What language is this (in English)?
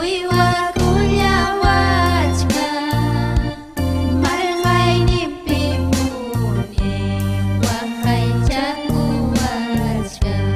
Ayacucho Quechua